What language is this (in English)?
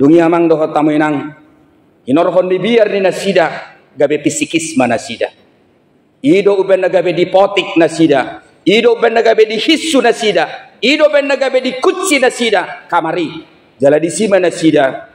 Batak Toba